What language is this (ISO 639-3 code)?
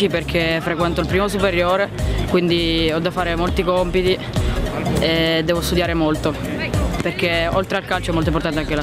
ita